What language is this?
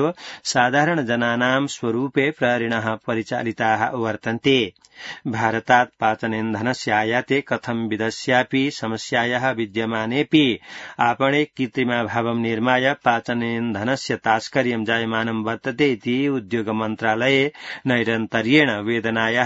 Sanskrit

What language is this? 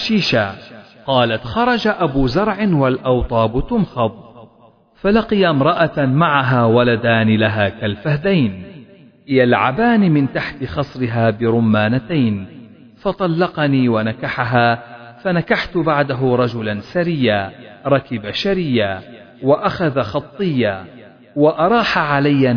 Arabic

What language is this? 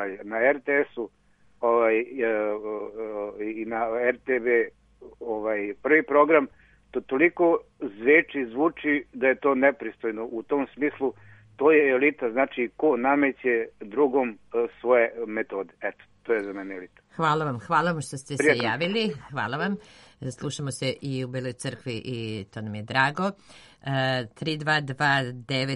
Serbian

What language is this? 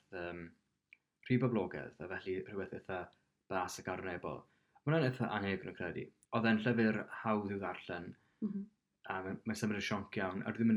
Welsh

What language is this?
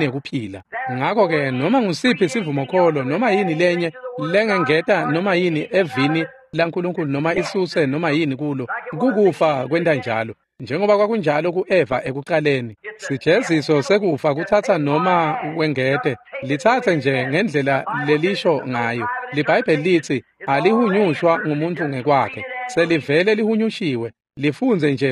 Swati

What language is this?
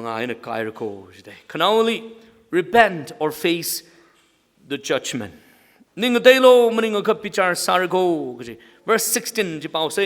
Tangkhul Naga (India)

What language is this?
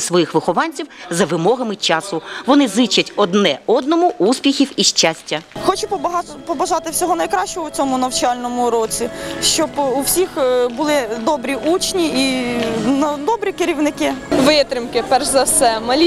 Ukrainian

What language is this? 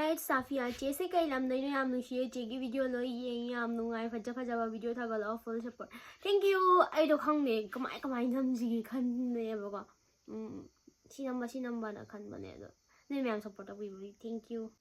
Manipuri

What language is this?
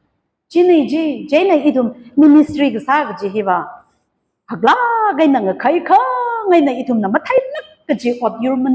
Tangkhul Naga (India)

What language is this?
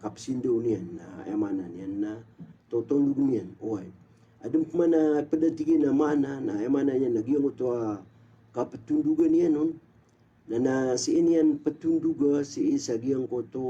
Maranao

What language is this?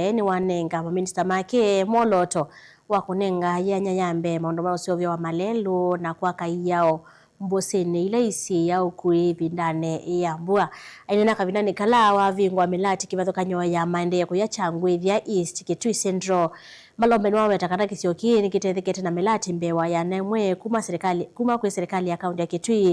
Kamba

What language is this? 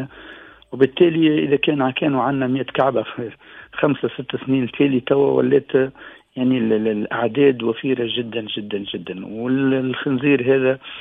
Tunisian Arabic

